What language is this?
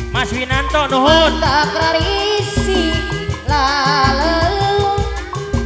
Sundanese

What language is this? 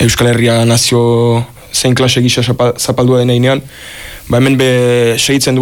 Basque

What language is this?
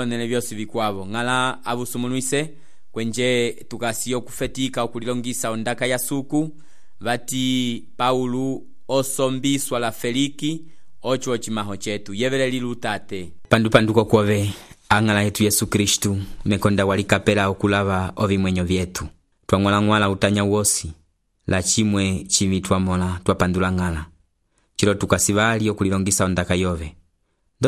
Umbundu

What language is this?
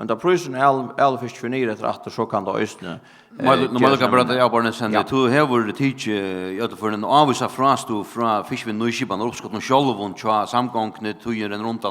Faroese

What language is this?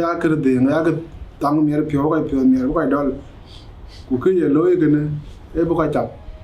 Dinka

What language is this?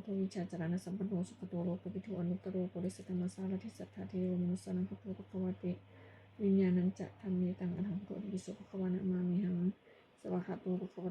Pali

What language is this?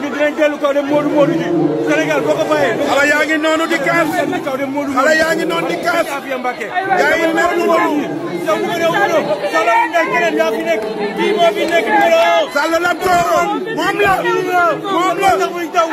Wolof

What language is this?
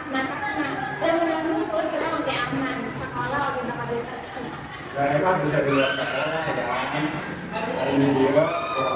Sundanese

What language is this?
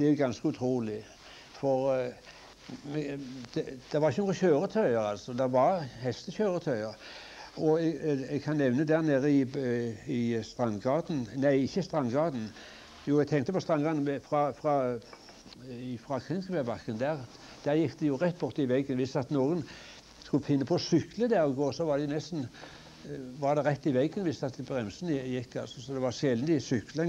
Norwegian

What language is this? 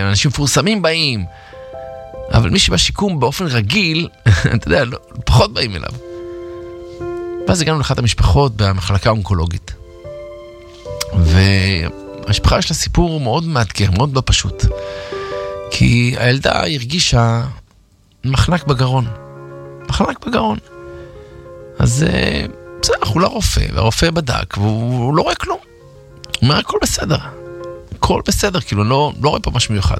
Hebrew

